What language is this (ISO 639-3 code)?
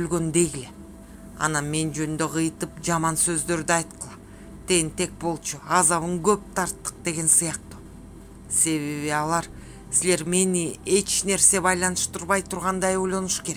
kir